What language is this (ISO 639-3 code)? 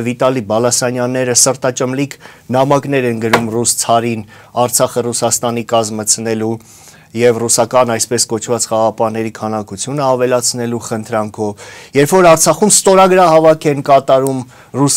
hye